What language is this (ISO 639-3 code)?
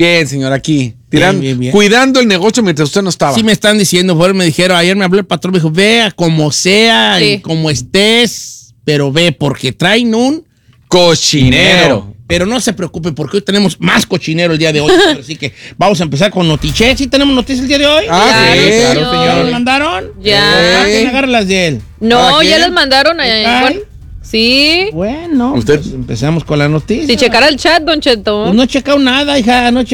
spa